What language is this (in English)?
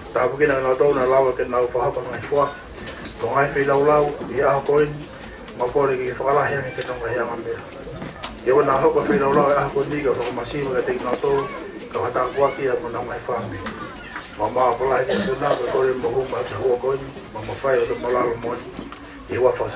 Tongan